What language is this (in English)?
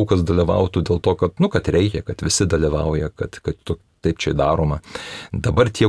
Lithuanian